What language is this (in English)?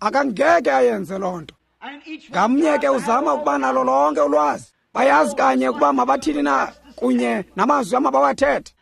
Xhosa